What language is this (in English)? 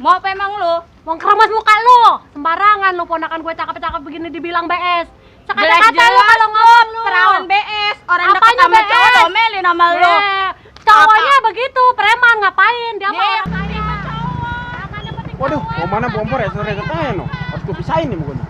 Betawi